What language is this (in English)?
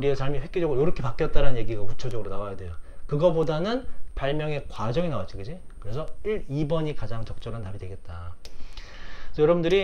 Korean